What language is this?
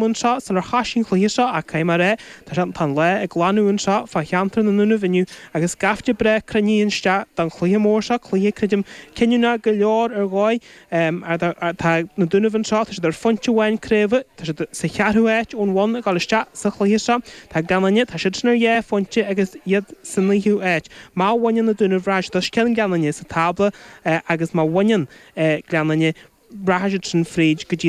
Irish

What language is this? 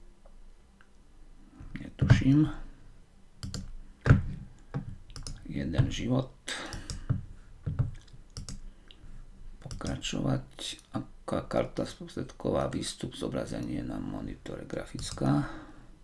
Slovak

